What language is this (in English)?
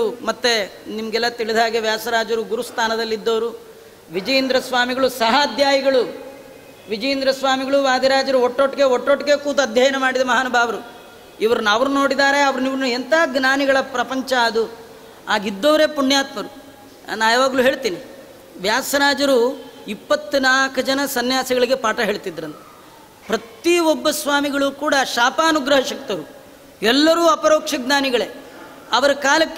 Kannada